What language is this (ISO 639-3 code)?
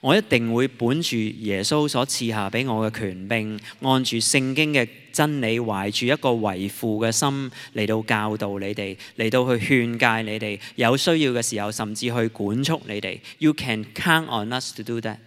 yue